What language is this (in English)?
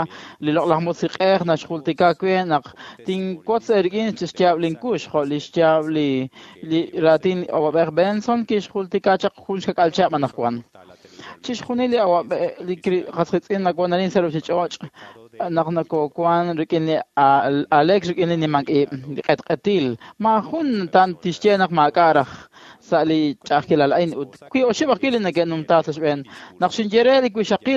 Kekchí